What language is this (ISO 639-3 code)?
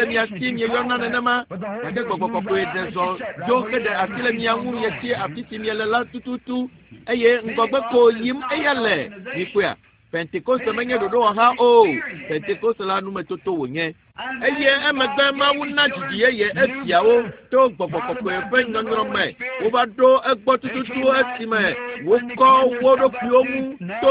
ewe